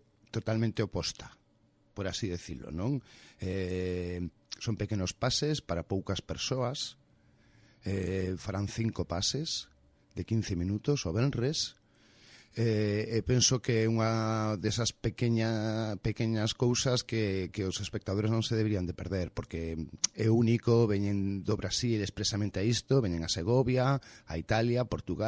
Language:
Galician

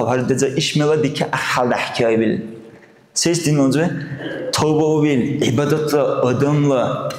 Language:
Dargwa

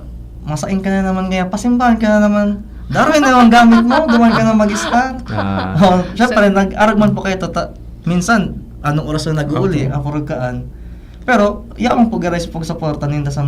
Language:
Bikol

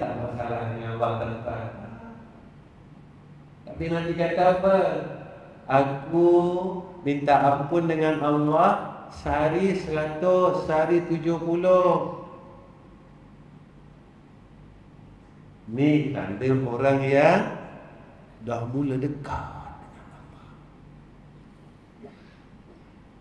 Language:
Malay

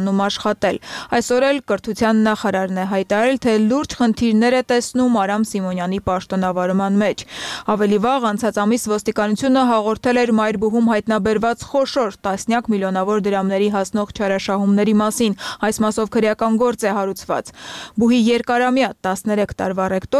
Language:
Armenian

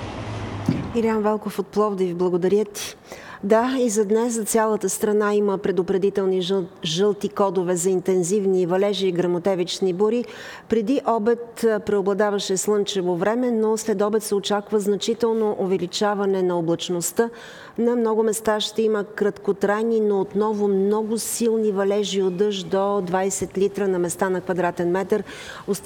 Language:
Bulgarian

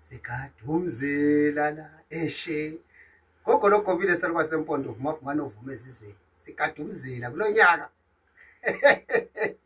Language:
Zulu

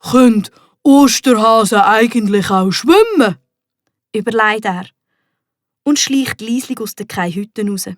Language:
Swiss German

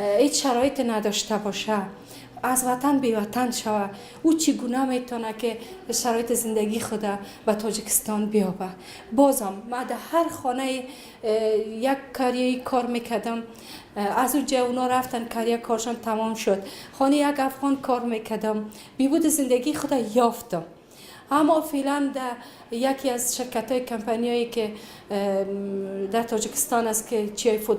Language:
Persian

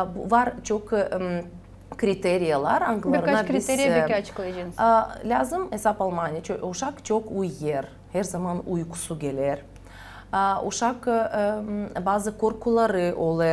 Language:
Gagauz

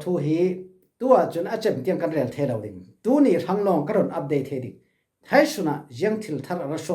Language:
Falam Chin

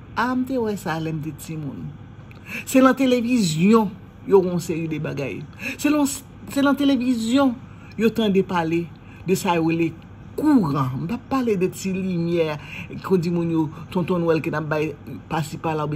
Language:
Haitian Creole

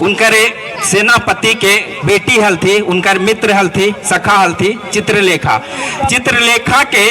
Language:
Magahi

